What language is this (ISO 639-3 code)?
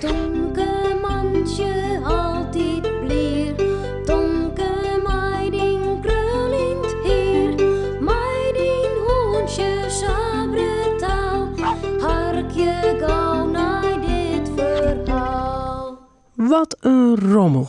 fry